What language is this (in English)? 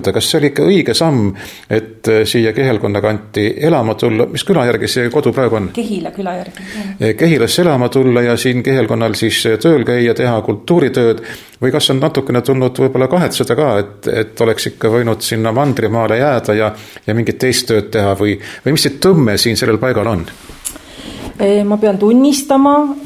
Estonian